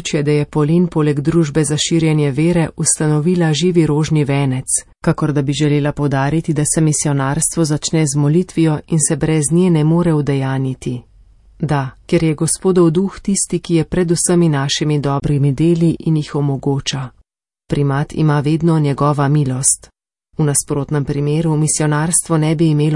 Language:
Slovenian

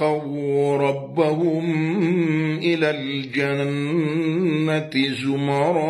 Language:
Maranao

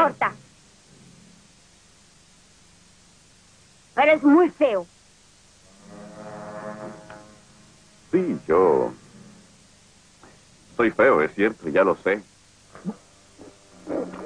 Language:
Spanish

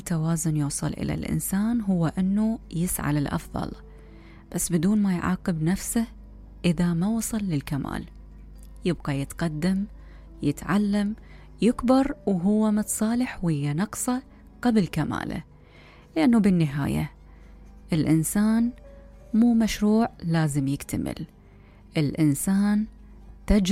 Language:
Mesopotamian Arabic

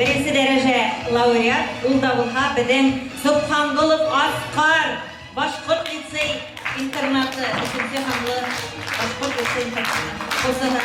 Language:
Bashkir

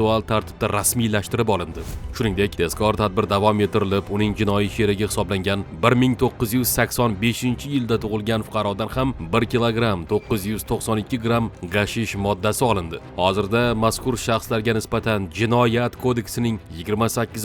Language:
Uzbek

